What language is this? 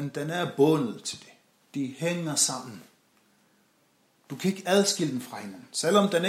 Danish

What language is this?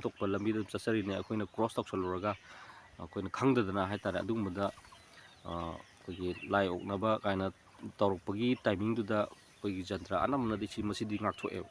Manipuri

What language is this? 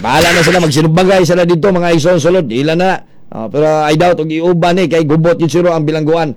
Cebuano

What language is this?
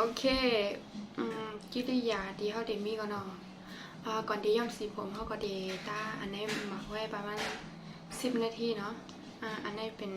Shan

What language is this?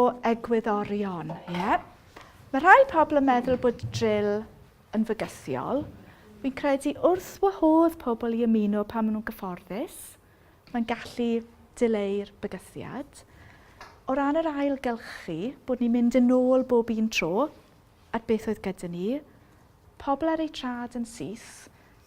Welsh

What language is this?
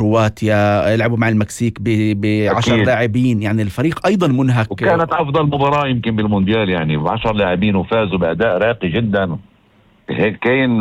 North Levantine Arabic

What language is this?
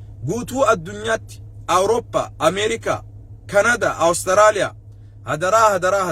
Oromo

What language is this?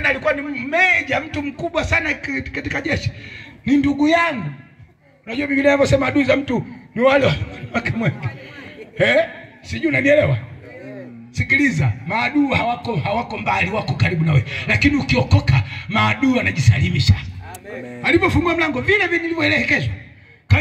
Swahili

